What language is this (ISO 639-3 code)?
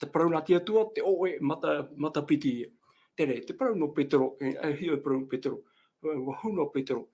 tah